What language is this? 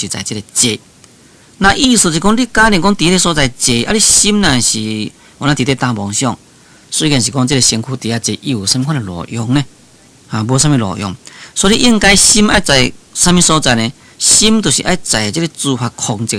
Min Nan Chinese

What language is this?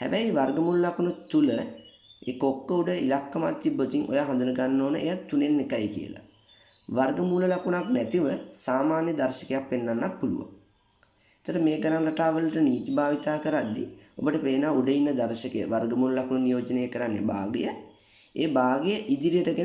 Sinhala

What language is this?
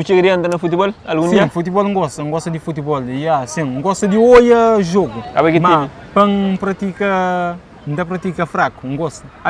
Kabuverdianu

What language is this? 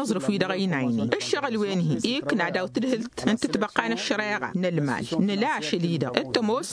Tamasheq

